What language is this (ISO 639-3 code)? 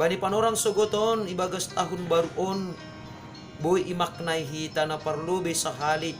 bts